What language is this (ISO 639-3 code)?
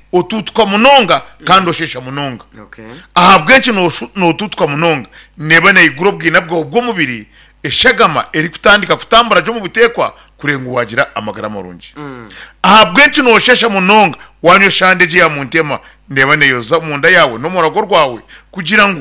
nyn